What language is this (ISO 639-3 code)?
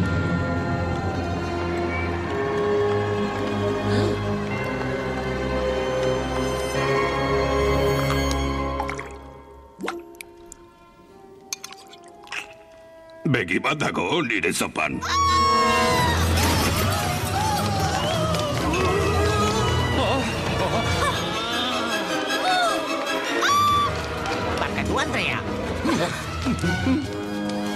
eus